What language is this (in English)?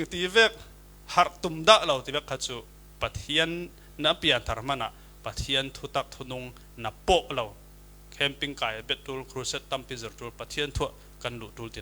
Falam Chin